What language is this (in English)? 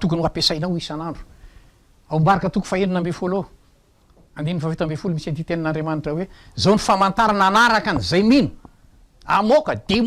Malagasy